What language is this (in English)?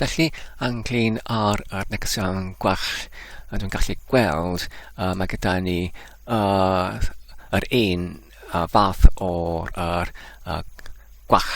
Welsh